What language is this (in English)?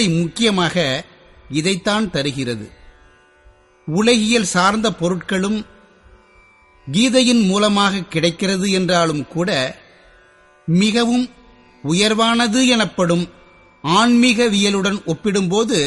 Tamil